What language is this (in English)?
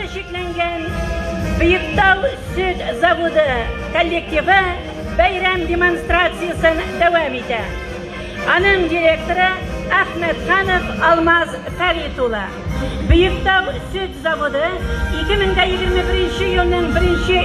Tatar